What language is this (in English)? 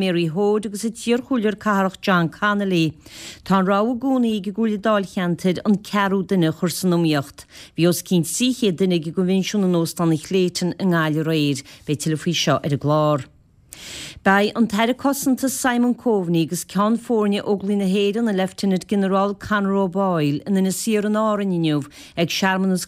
Irish